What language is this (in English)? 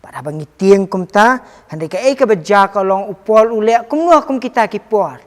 Khasi